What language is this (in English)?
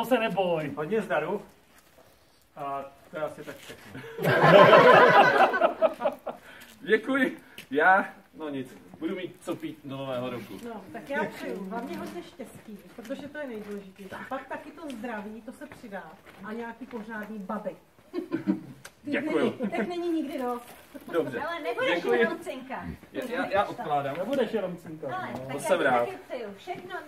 Czech